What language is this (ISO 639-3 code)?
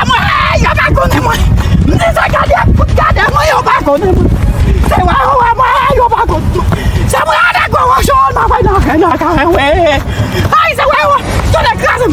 hat